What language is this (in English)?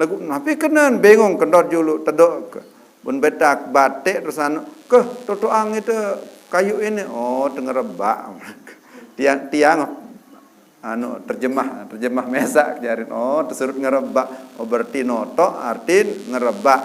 Sasak